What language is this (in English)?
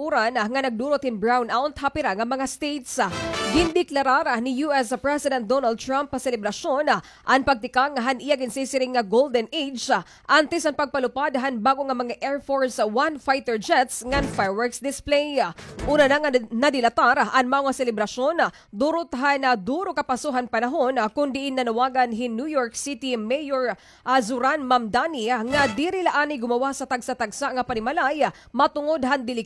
Waray